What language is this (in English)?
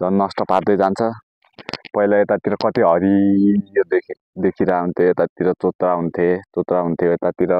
Nepali